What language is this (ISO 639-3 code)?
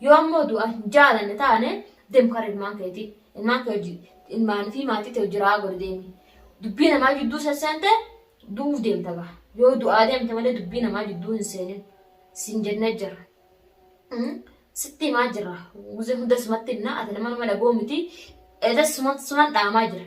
orm